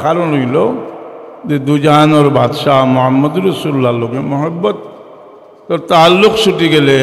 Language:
Sylheti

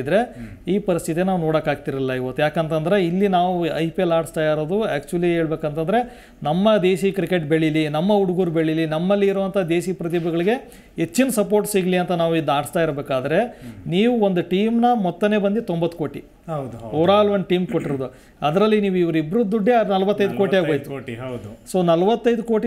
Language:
Kannada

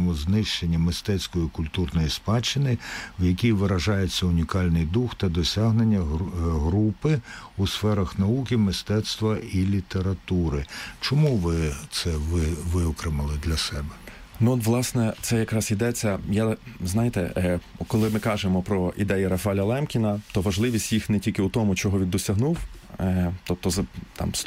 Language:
Ukrainian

